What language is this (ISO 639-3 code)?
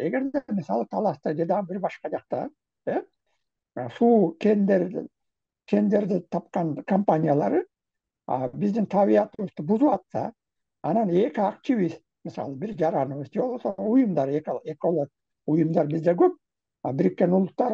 kir